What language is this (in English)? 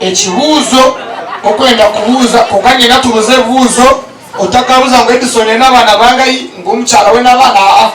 Nyankole